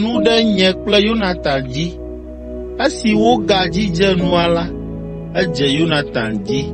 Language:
Ewe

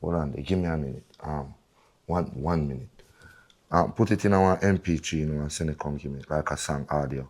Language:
Jamaican Creole English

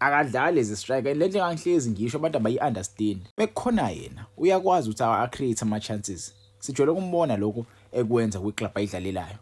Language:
Zulu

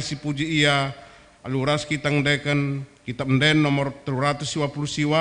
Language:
Batak Karo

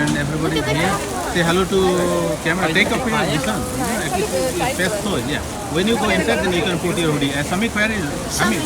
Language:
Santali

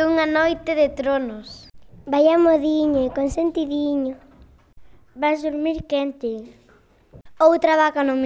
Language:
Galician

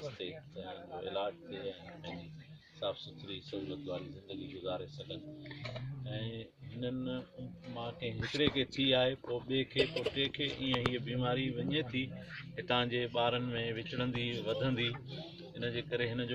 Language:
Sindhi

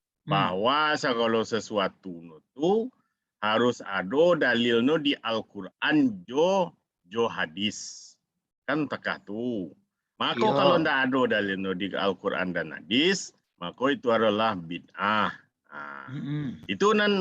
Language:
Minangkabau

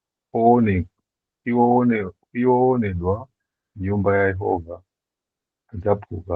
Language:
Nyanja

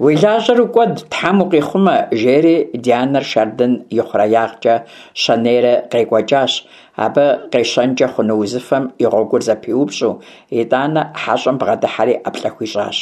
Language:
Kabardian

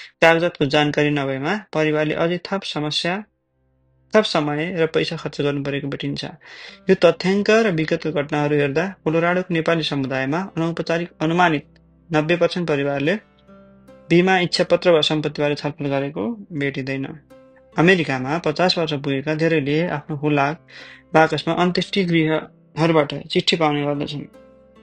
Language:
Nepali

